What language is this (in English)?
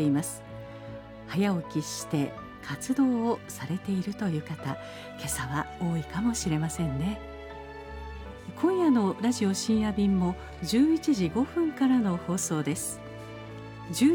Japanese